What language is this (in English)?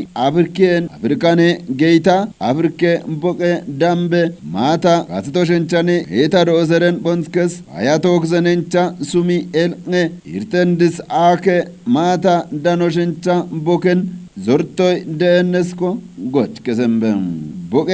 Kafa